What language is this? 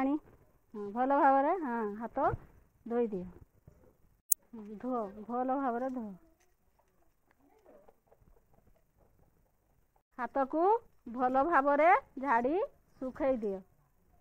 Odia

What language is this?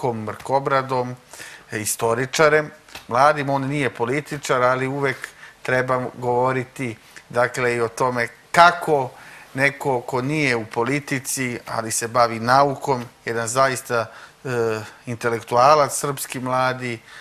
Serbian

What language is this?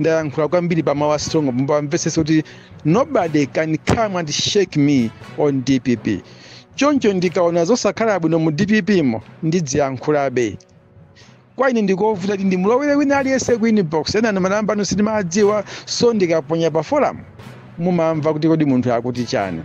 Nyanja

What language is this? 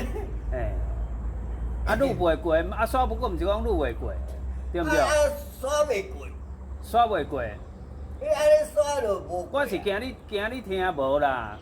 Min Nan Chinese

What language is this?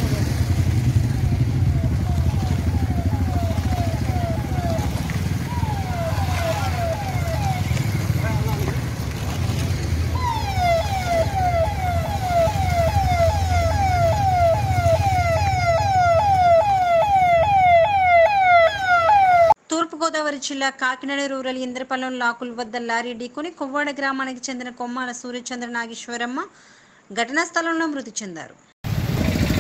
Telugu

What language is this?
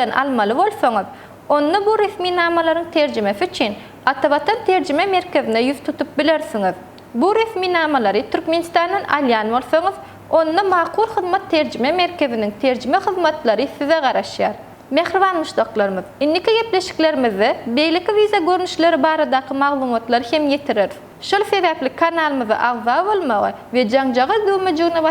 Turkmen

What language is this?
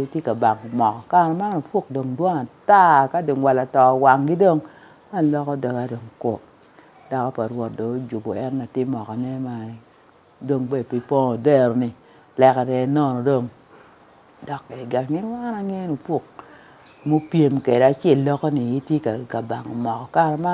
Acoli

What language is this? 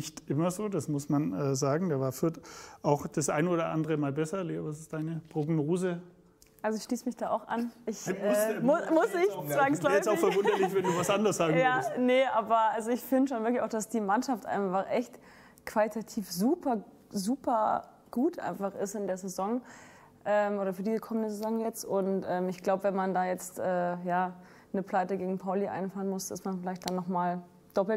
German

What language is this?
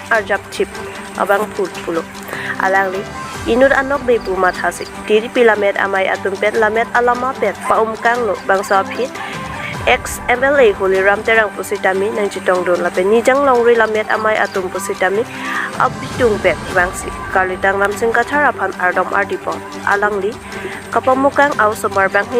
Karbi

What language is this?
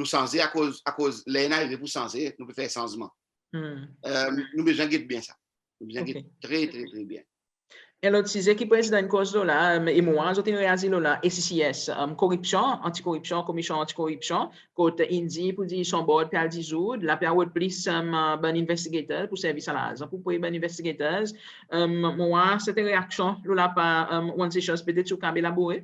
Seselwa Creole French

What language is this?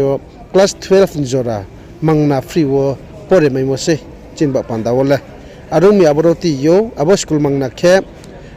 Riang (India)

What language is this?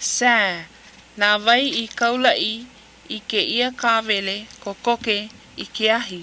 Hawaiian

